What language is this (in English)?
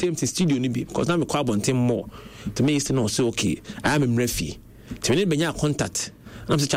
Akan